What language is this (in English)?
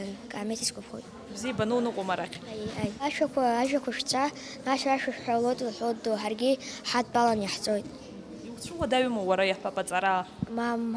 Abkhazian